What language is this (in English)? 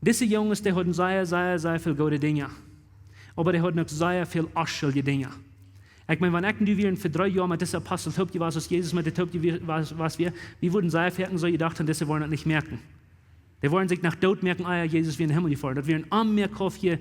Plautdietsch